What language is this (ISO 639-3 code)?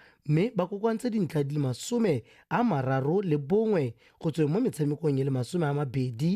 tsn